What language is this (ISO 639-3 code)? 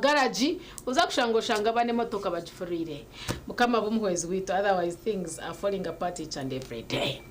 nyn